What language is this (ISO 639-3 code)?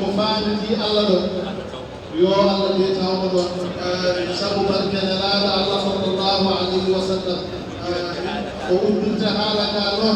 ful